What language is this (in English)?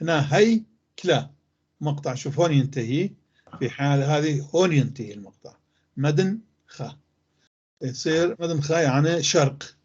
North Levantine Arabic